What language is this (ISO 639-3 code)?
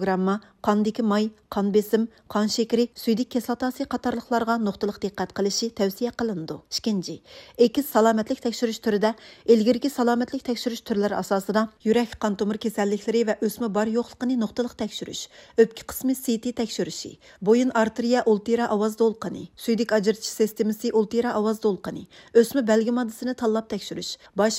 uig